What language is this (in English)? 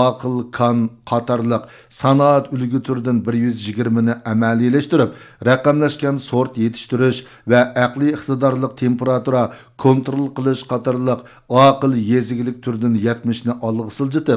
Uyghur